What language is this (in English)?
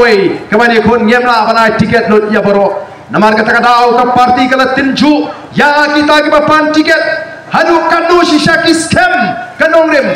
Khasi